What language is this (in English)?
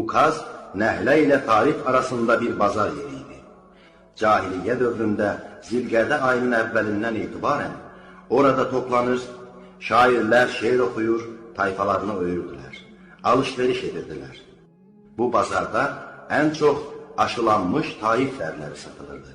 Azerbaijani